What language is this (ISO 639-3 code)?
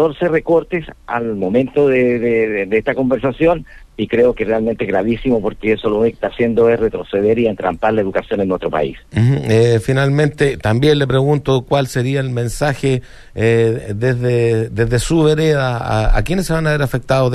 spa